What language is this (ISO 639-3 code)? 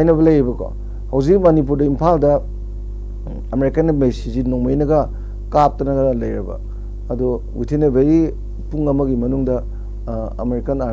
mni